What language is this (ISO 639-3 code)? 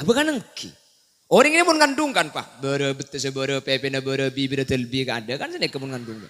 mad